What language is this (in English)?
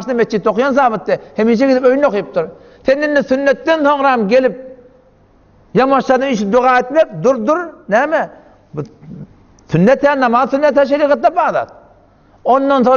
Turkmen